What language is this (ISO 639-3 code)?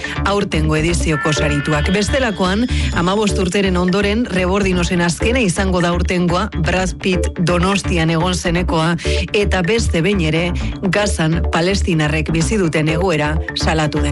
eus